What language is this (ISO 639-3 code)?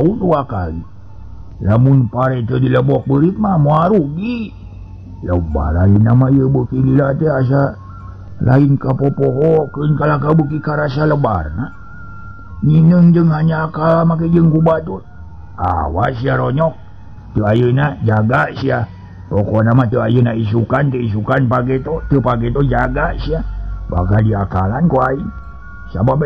sun